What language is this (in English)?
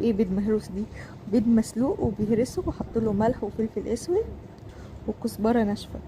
Egyptian Arabic